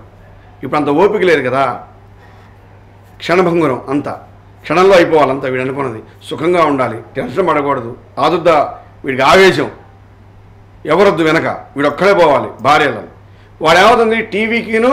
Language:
Telugu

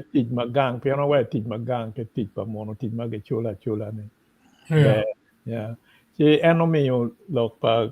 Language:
Acoli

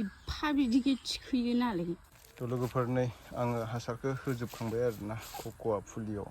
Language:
Bodo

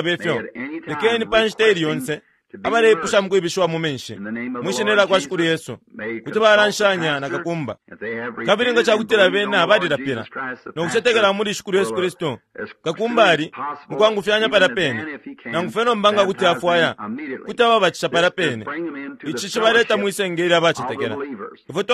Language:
Bemba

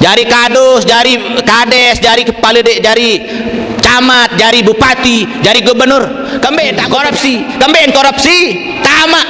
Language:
Sasak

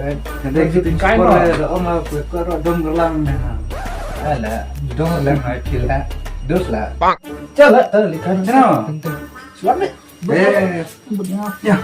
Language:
Khasi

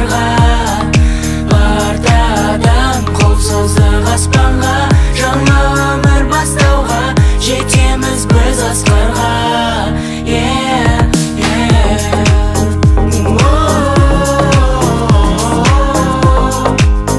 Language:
Kazakh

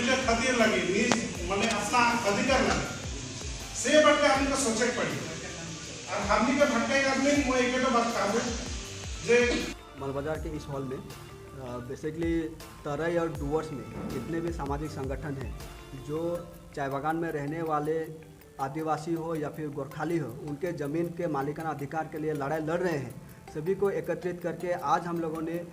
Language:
Sadri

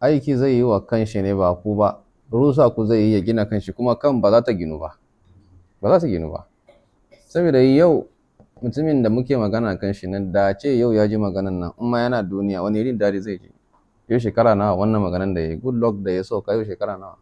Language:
Hausa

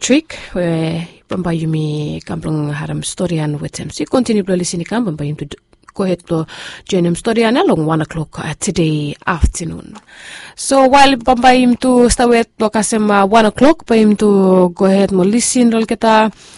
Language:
Bislama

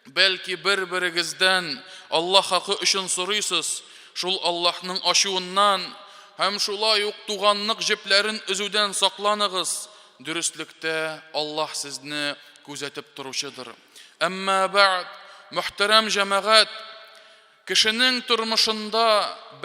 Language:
Tatar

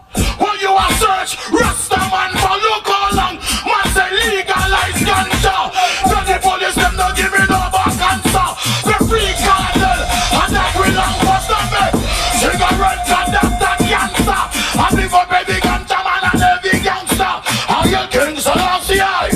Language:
Jamaican Creole English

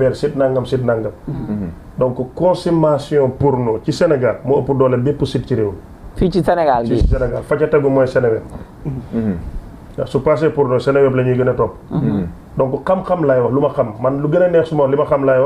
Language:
Wolof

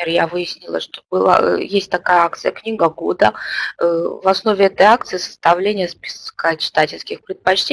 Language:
Russian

